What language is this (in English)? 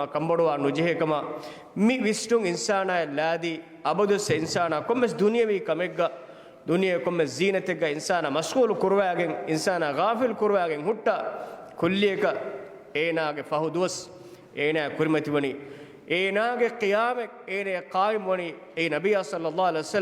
Divehi